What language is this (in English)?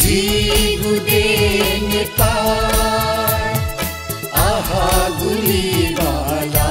Newari